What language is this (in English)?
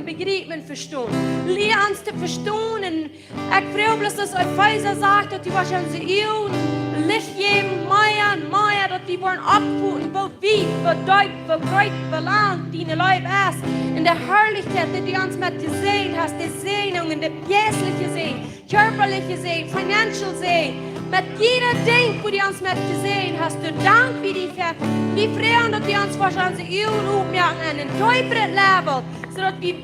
Plautdietsch